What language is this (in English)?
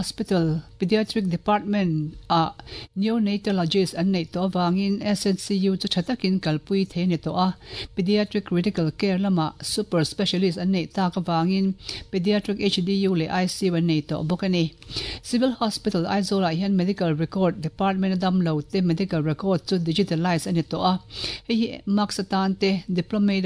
Mizo